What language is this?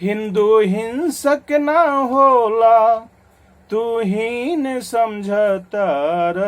Bhojpuri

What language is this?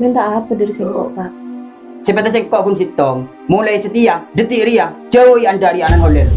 Madurese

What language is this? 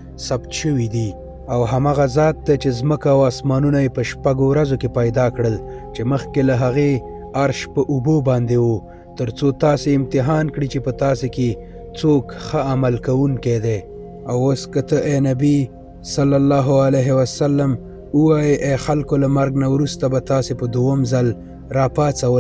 Pashto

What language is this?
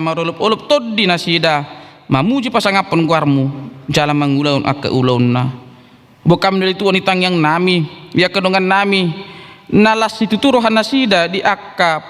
Batak Toba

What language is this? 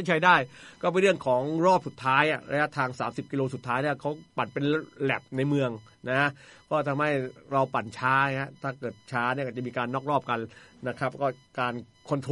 Thai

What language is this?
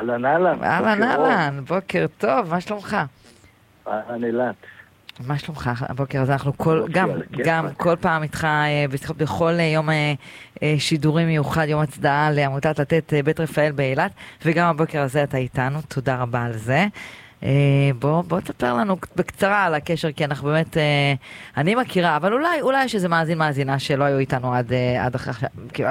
Hebrew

